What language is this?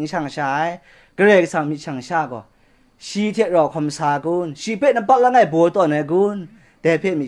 Kachin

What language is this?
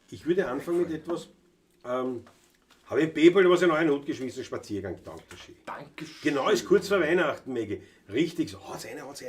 Bavarian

